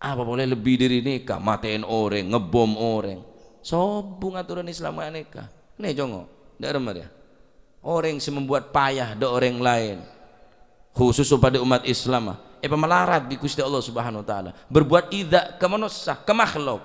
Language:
Madurese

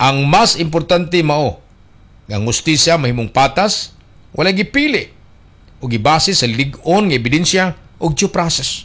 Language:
Cebuano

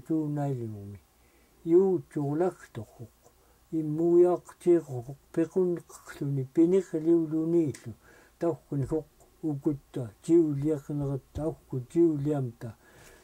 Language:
Central Yupik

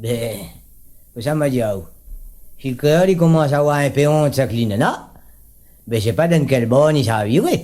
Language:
Réunion Creole French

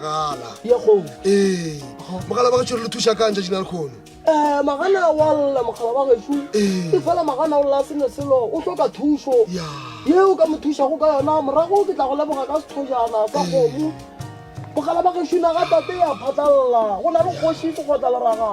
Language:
Northern Sotho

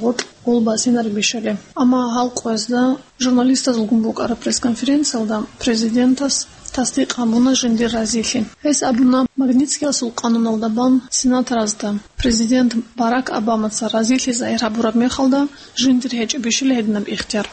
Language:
Avaric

